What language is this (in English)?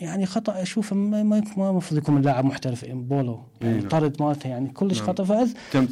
Mesopotamian Arabic